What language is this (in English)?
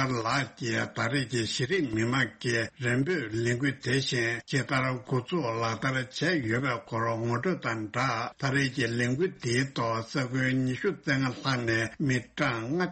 Tibetan